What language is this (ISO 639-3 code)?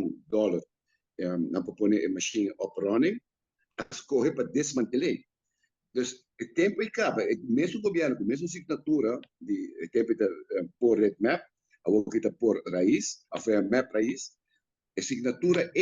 pap